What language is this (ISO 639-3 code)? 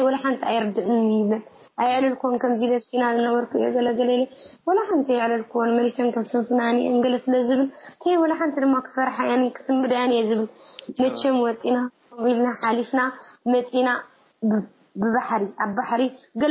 tir